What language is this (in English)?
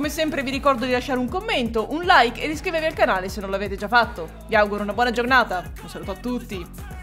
Italian